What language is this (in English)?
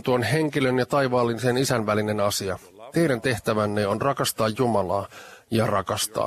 Finnish